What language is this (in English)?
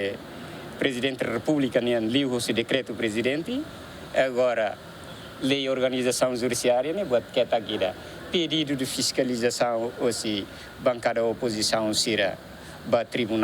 Tetum